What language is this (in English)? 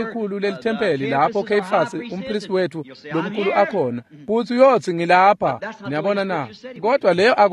Swati